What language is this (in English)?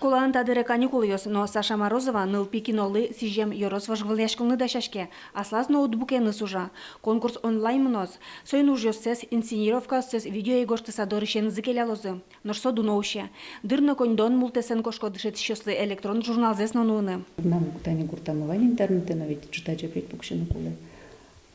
Udmurt